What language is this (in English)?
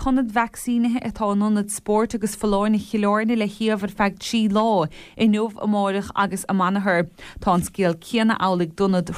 Irish